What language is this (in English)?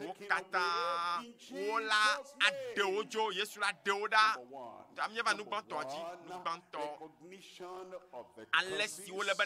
Ewe